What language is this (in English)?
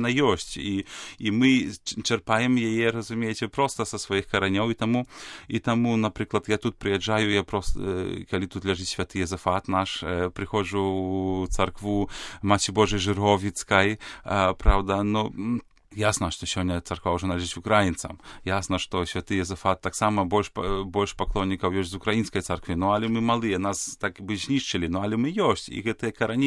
Belarusian